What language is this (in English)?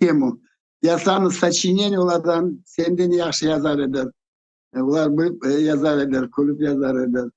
Crimean Tatar